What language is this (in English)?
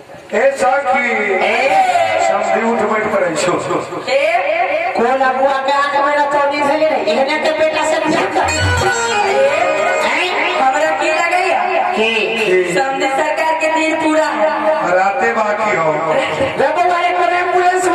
Maithili